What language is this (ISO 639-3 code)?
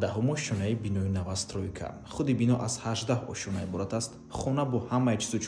tgk